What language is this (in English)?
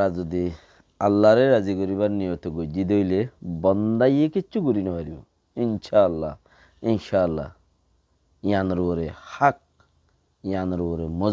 Rohingya